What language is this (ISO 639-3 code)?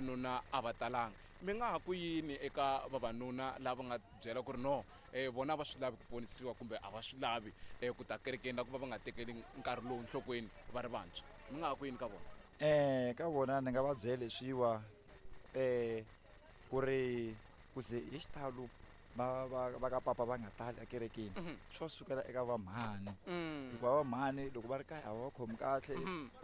tso